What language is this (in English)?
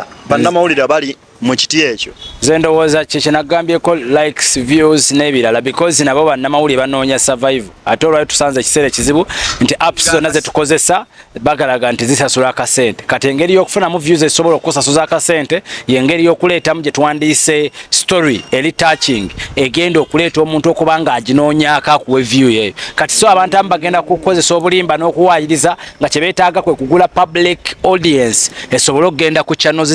Ganda